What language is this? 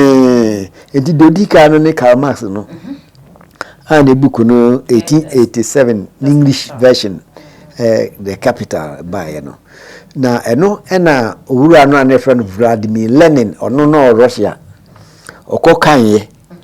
Akan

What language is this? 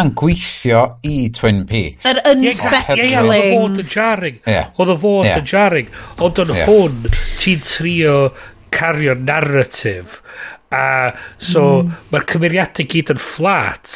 Welsh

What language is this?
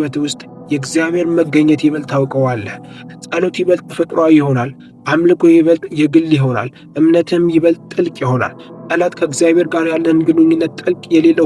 Amharic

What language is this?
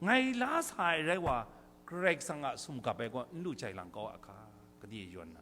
Kachin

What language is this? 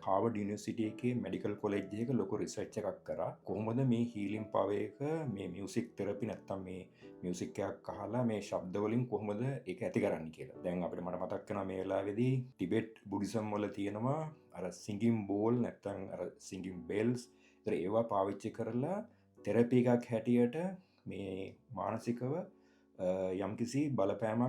Sinhala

